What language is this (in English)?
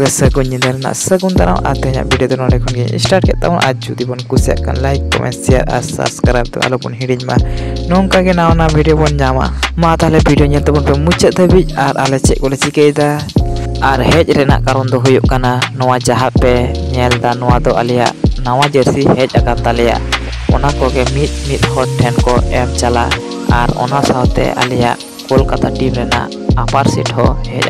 Santali